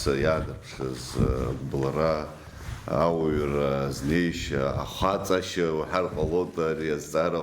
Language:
Abkhazian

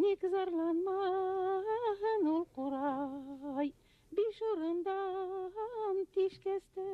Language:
Bashkir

